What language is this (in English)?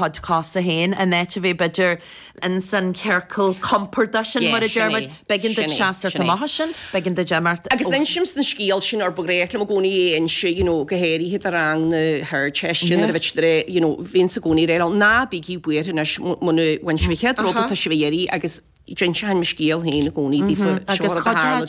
Irish